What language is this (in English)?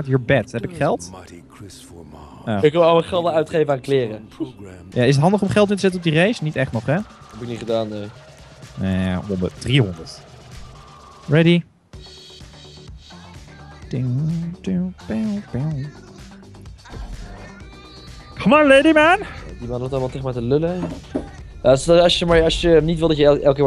Dutch